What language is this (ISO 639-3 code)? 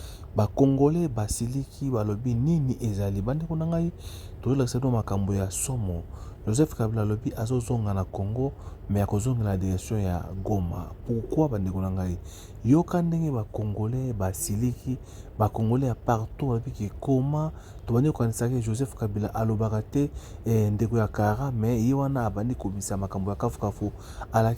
lin